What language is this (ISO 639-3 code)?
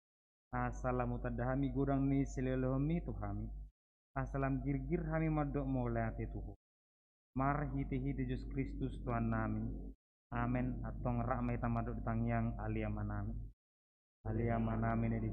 bbc